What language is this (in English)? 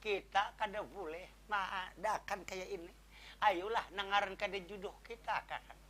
Banjar